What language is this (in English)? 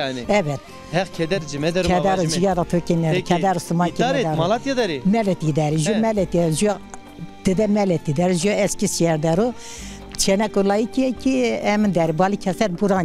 Zaza